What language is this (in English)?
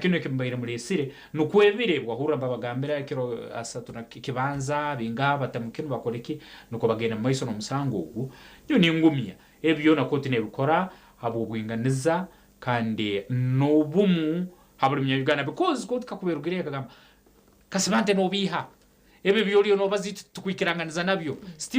Nyankole